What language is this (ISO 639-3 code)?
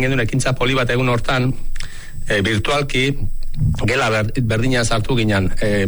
eus